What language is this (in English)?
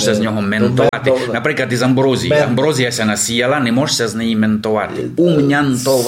Rusyn